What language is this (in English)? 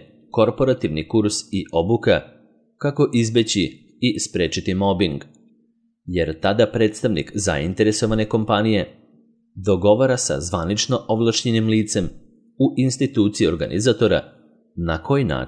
Serbian